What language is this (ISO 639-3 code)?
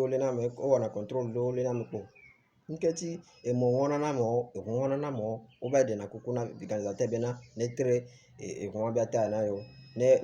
ewe